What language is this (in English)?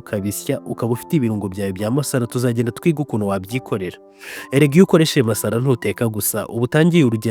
Kinyarwanda